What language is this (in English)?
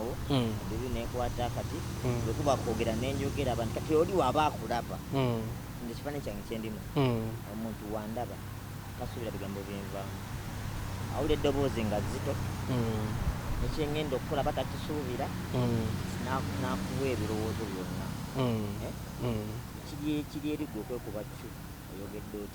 Ganda